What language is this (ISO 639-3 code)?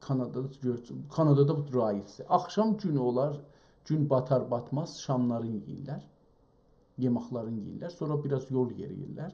azb